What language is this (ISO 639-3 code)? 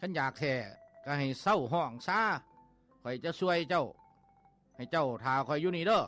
lao